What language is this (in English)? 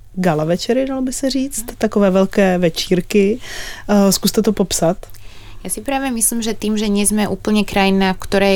Czech